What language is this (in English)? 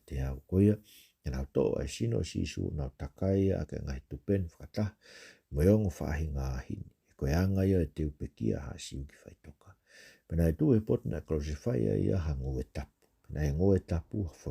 Tongan